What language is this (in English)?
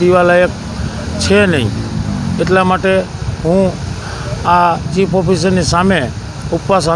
Gujarati